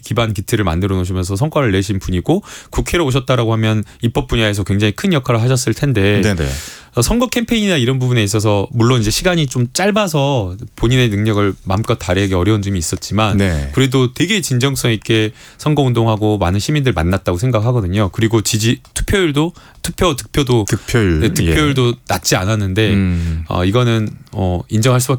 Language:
Korean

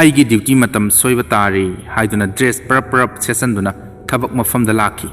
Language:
Manipuri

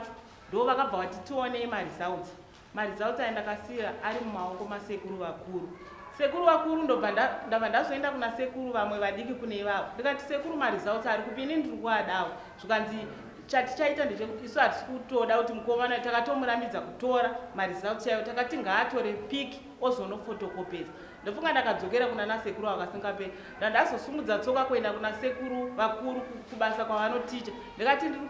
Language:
Shona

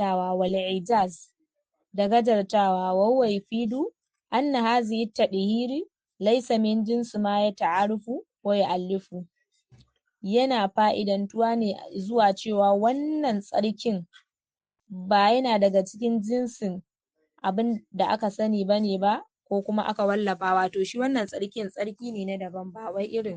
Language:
Hausa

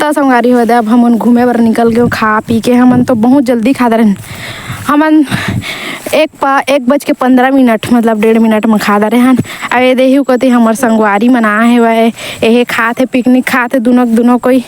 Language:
Chhattisgarhi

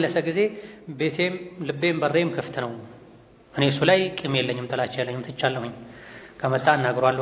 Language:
Amharic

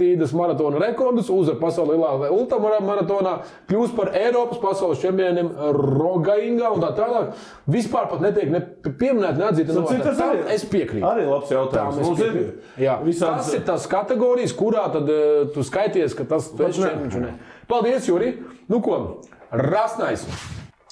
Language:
Latvian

